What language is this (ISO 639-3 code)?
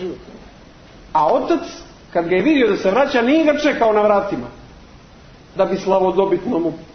hrv